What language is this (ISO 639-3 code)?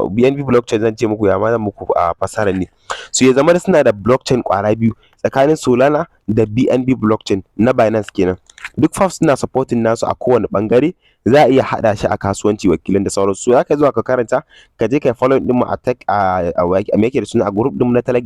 hau